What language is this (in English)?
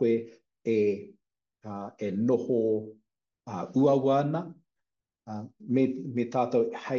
Māori